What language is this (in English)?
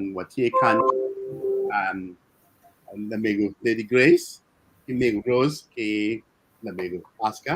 Acoli